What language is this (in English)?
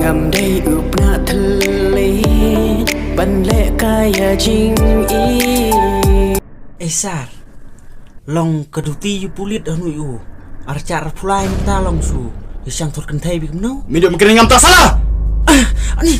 Khasi